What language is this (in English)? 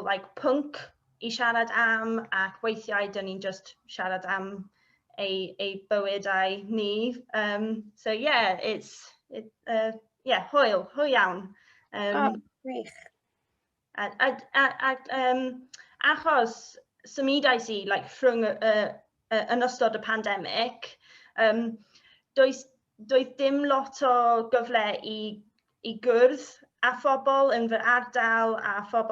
Welsh